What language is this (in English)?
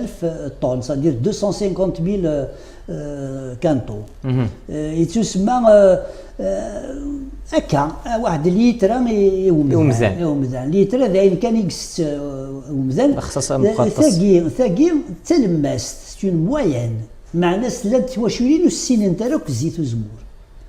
Kabyle